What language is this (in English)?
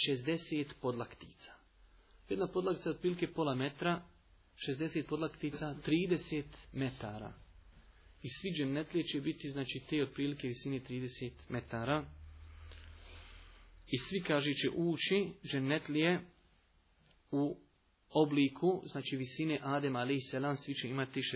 Bosnian